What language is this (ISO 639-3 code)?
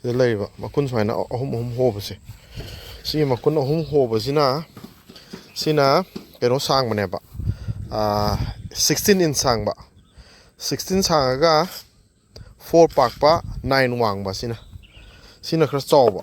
mni